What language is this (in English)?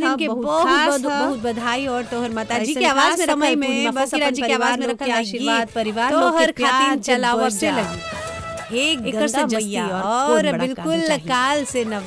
Bhojpuri